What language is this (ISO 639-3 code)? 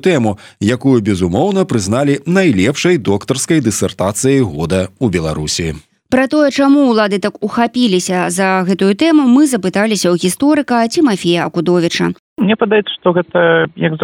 bel